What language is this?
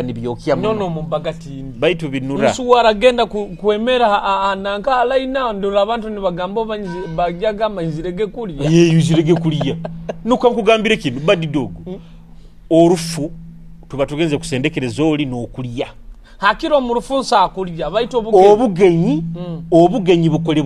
Nyoro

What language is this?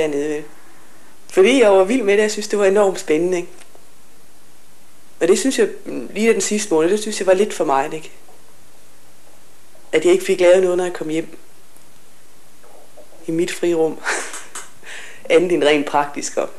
Danish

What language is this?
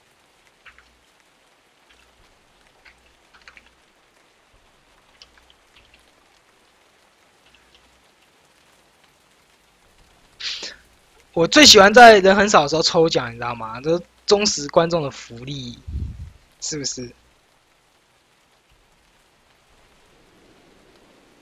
Chinese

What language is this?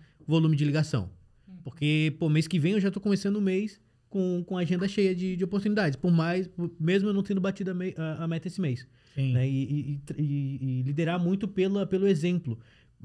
Portuguese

